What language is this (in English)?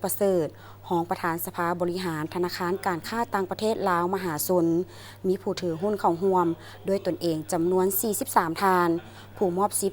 Lao